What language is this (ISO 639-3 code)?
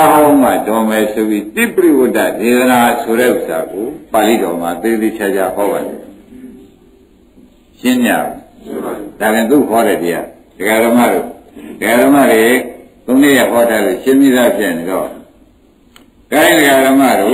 mya